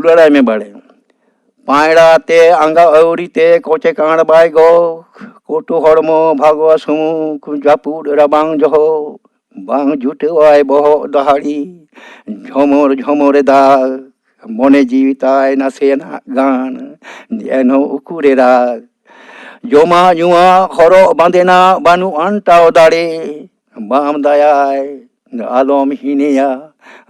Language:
Santali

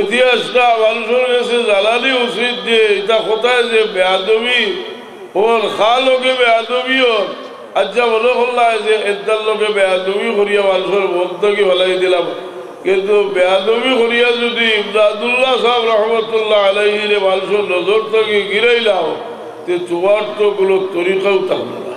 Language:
Sylheti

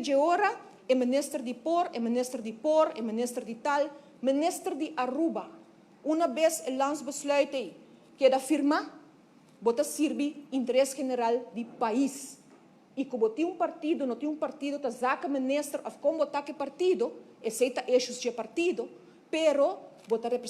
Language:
Papiamento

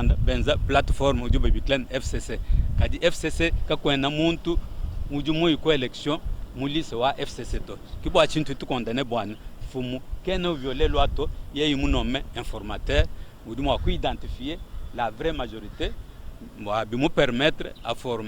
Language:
Luba-Lulua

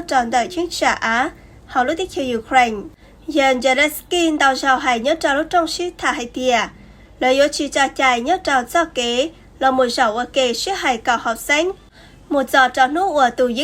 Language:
Hmong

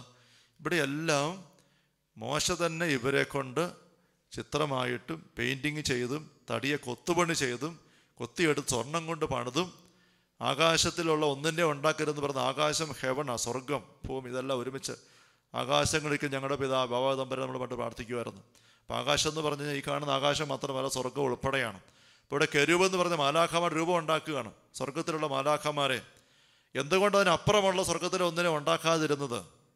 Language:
Malayalam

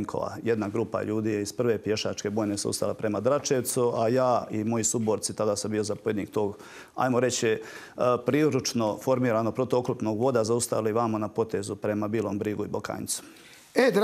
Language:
Croatian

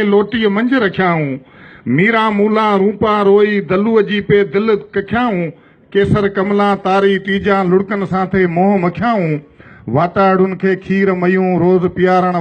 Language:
Sindhi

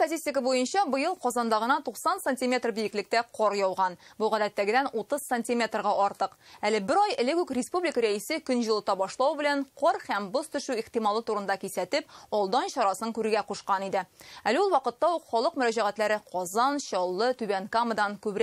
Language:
Tatar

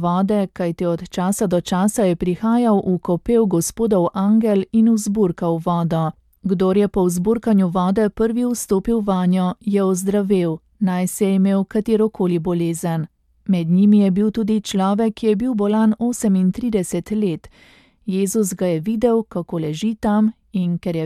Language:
Slovenian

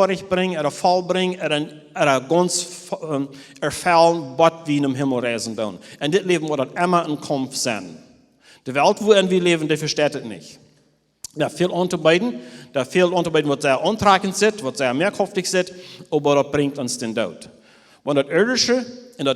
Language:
Plautdietsch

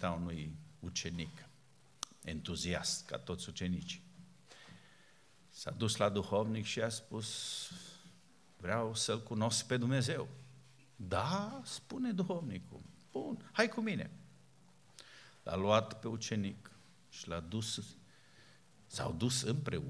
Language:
Romanian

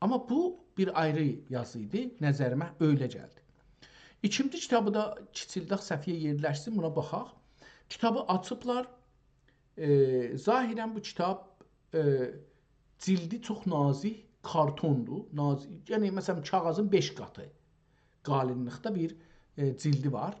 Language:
South Azerbaijani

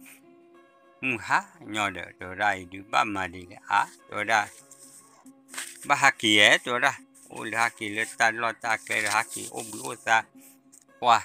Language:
S'gaw Karen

